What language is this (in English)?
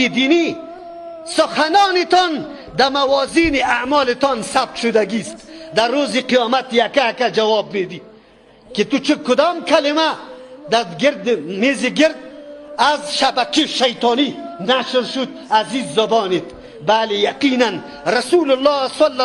Tajik